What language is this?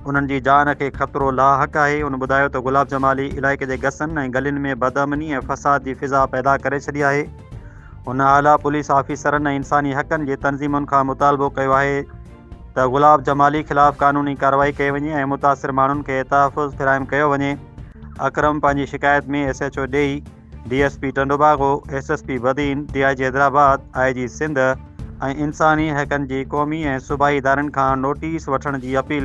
Sindhi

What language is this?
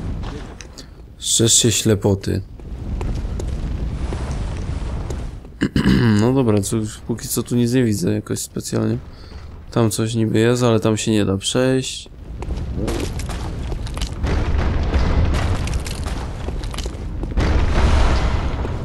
Polish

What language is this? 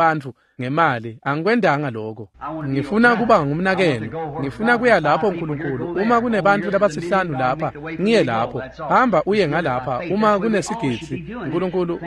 Swati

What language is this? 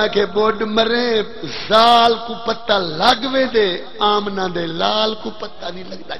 Saraiki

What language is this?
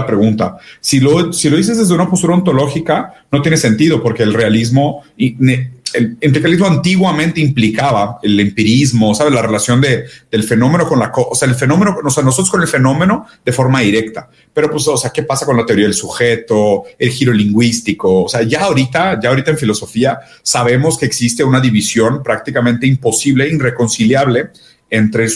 Spanish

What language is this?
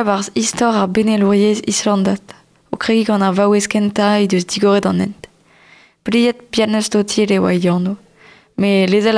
Breton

